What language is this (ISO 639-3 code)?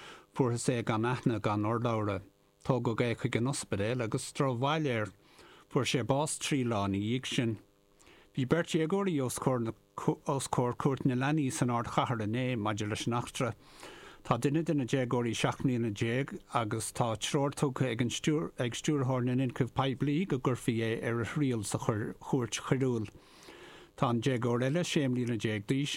gle